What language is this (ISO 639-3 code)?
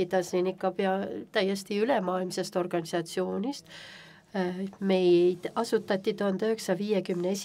est